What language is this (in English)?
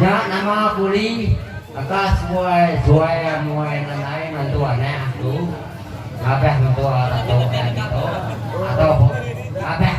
Iban